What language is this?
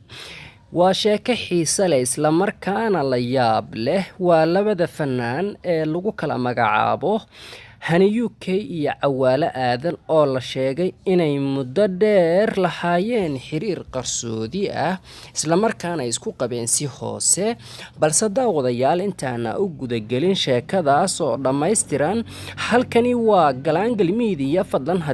Somali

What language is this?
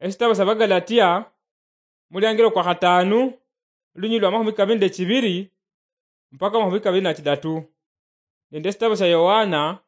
Luyia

